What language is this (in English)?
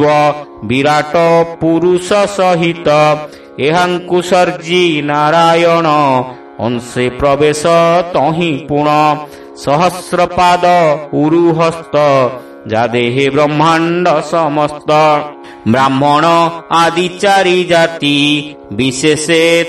Odia